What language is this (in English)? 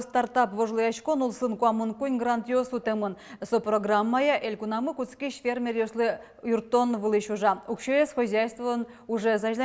Udmurt